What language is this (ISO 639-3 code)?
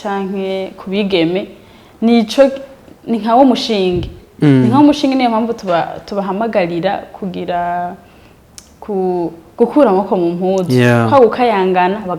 run